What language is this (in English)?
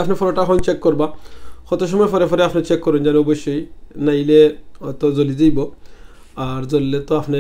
Sylheti